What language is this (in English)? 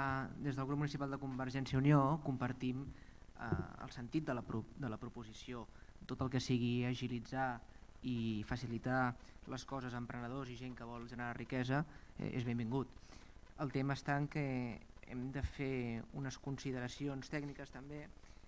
Catalan